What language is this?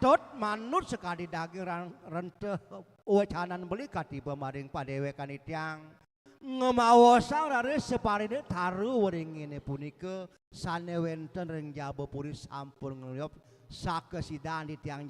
Balinese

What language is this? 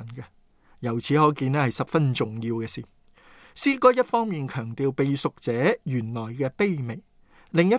Cantonese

